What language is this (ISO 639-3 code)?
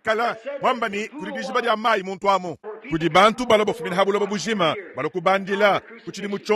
lua